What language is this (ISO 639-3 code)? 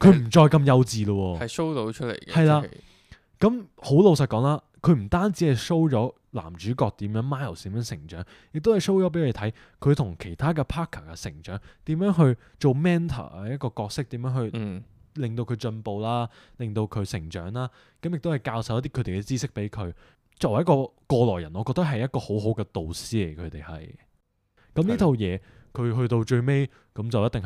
yue